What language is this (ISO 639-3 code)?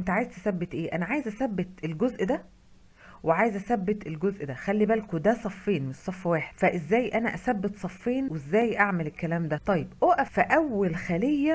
arz